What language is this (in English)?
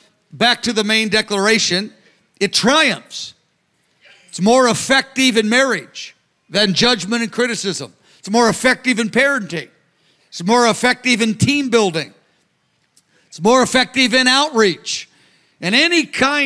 English